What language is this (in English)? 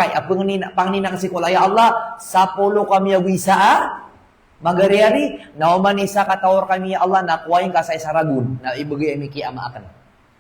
Maranao